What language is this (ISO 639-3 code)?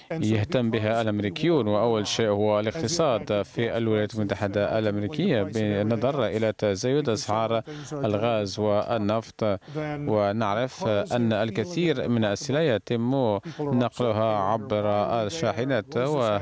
ara